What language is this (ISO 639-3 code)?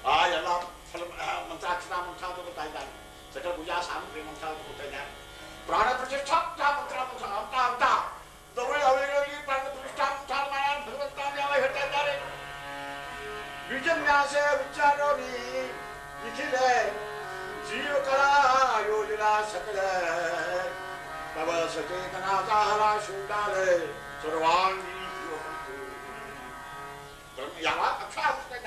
kan